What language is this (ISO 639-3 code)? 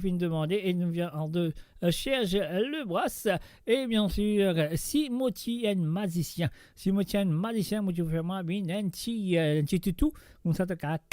mfe